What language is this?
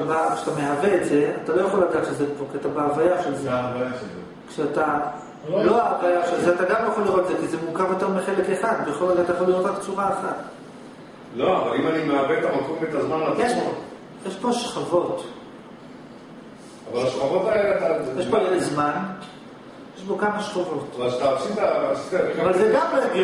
Hebrew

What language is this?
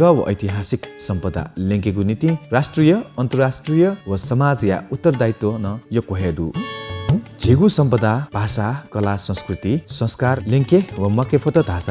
Newari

